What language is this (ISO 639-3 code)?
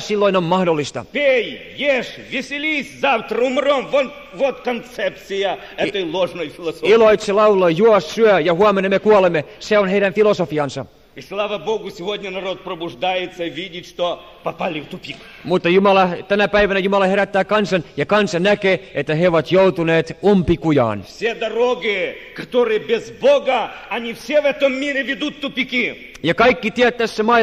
fin